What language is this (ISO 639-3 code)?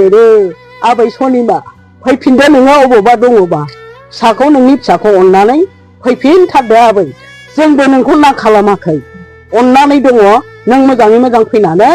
brx